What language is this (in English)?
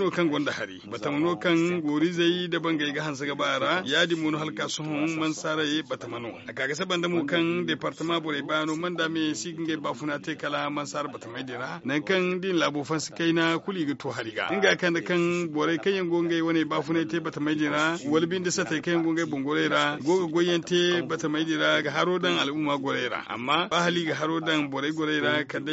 Zarma